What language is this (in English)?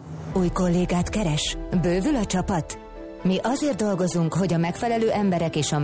Hungarian